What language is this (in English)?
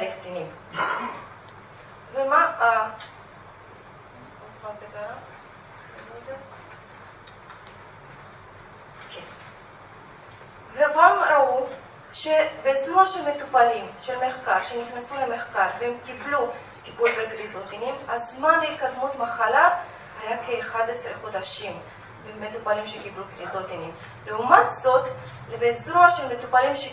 Hebrew